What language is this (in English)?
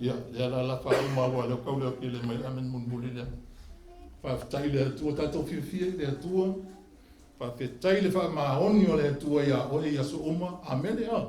Samoan